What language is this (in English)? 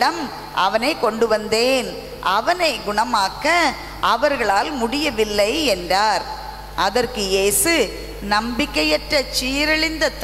Tamil